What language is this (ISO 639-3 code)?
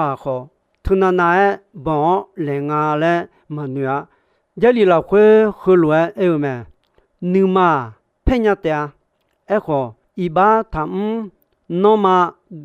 ahk